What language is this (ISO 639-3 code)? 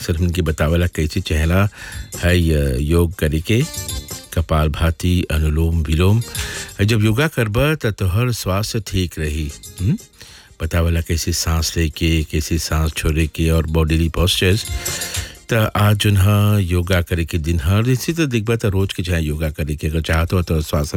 bho